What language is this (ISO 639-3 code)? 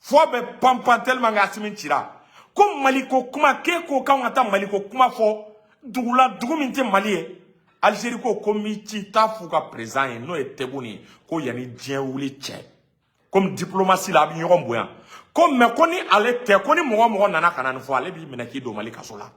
bam